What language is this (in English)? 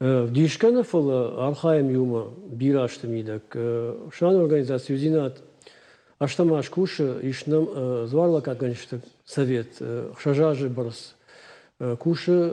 Ossetic